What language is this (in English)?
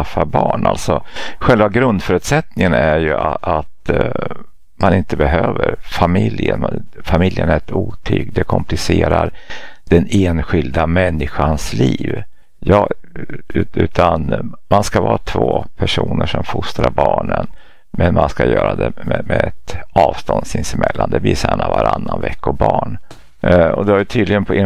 Swedish